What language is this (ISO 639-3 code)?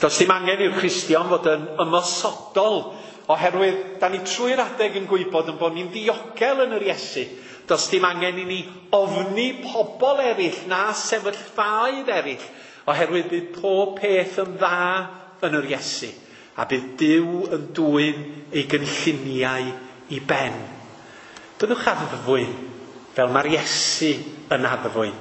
cym